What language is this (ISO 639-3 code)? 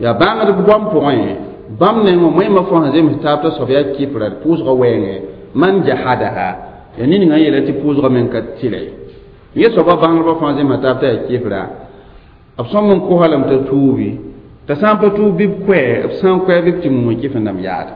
mos